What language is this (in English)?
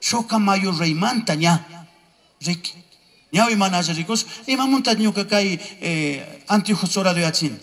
Chimborazo Highland Quichua